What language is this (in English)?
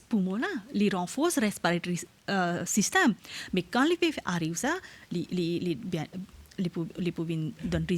Morisyen